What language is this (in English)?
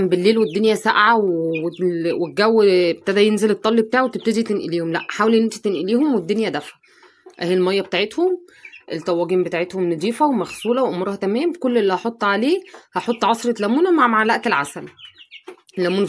Egyptian Arabic